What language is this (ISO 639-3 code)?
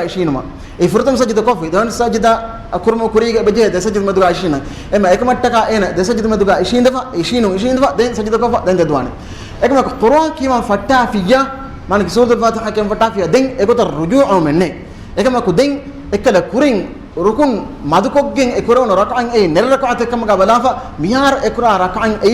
div